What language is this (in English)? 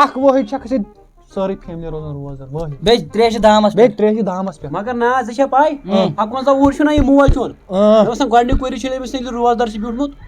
Kashmiri